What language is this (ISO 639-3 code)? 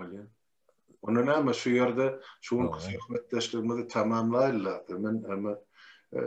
tuk